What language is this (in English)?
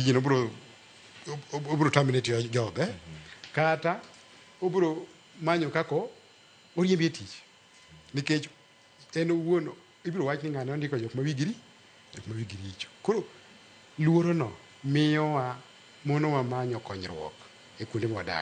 Luo (Kenya and Tanzania)